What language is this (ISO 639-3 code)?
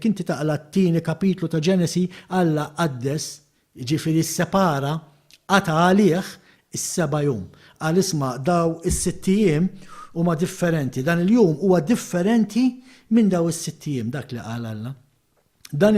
mlt